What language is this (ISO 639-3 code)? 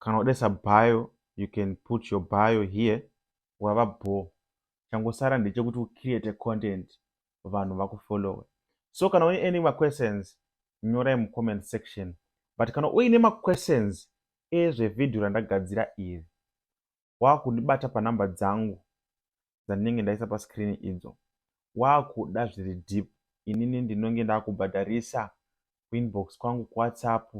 sna